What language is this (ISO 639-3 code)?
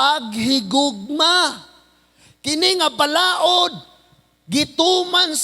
ceb